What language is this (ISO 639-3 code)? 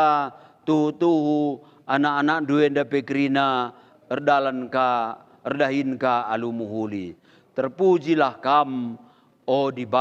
btx